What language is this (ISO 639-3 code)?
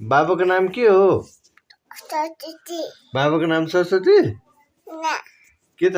nep